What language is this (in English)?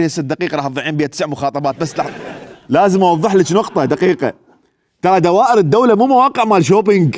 Mesopotamian Arabic